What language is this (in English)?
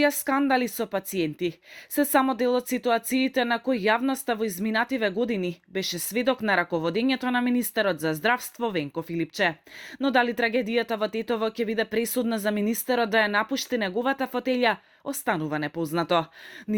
Macedonian